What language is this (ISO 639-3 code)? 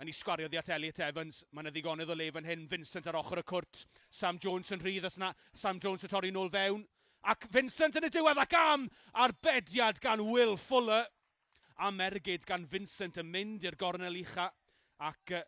cym